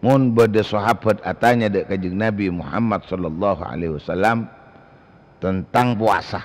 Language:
Madurese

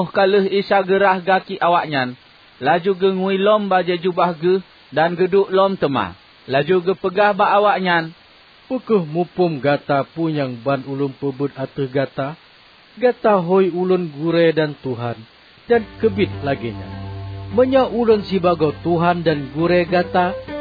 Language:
Achinese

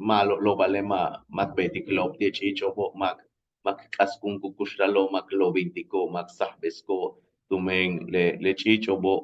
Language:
Yucateco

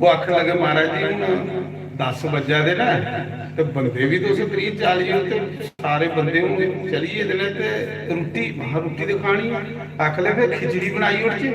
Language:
Dogri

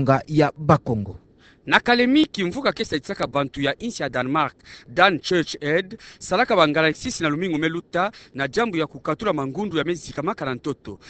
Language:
Kituba (Democratic Republic of Congo)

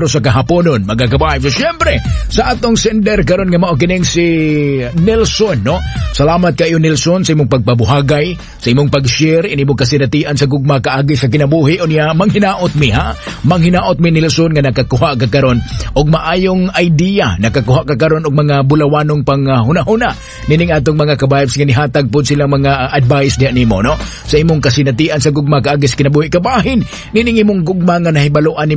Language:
Cebuano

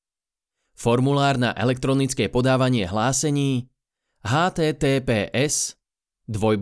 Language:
Slovak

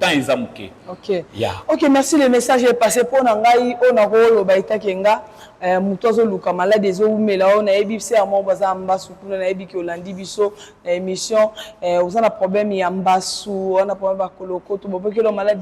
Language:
Lingala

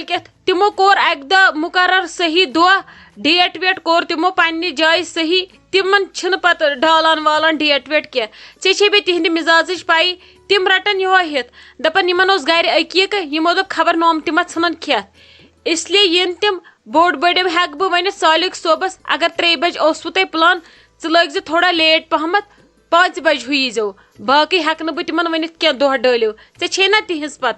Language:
Kashmiri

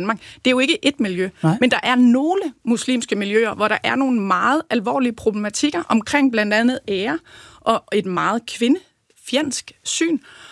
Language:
Danish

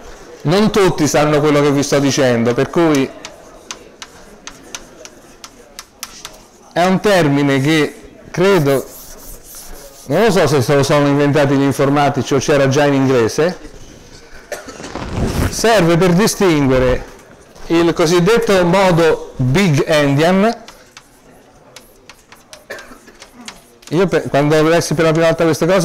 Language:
Italian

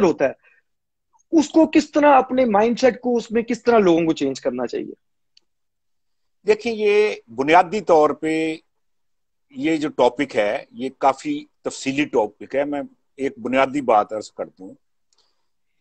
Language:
Urdu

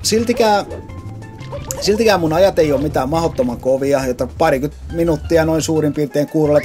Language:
Finnish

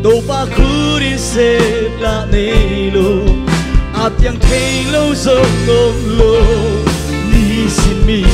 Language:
Tedim Chin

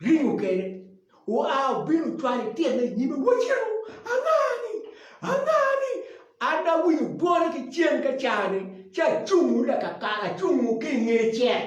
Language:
Acoli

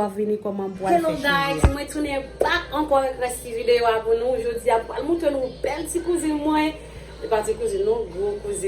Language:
Haitian Creole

